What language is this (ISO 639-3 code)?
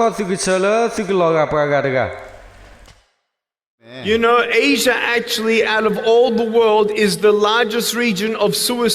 ksw